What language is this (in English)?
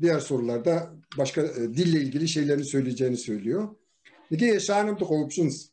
Kabardian